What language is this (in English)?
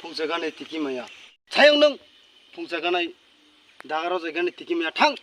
Kok Borok